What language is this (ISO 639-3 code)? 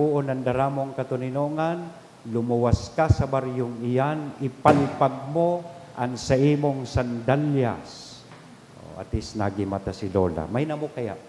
bik